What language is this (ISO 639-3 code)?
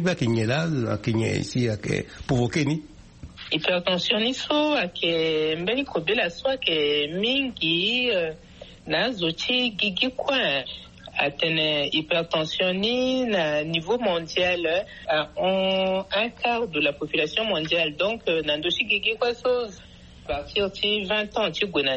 sag